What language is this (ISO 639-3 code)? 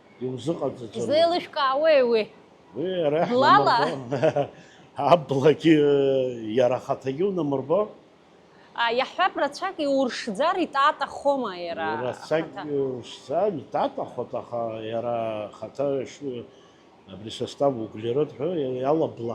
abk